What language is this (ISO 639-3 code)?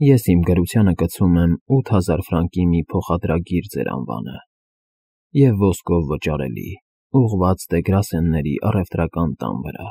hye